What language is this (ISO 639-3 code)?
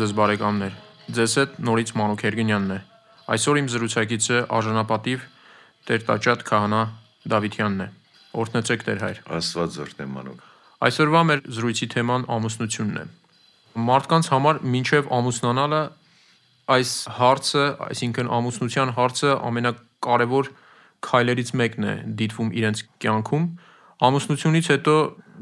hye